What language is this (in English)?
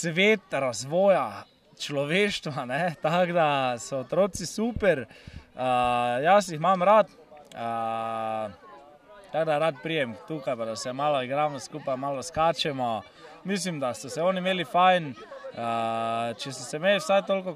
Slovenian